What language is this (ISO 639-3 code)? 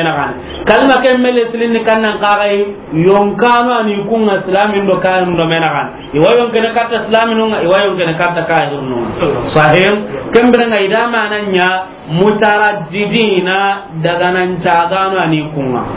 snk